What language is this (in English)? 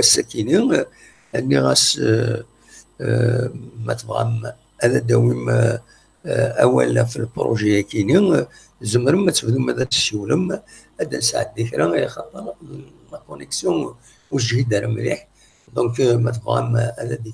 Kabyle